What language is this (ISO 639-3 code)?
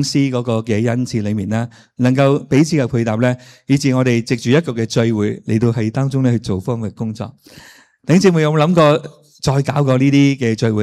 yue